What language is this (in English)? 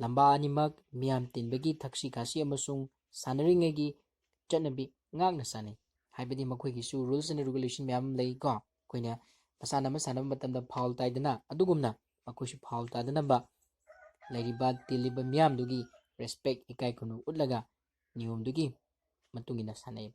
Manipuri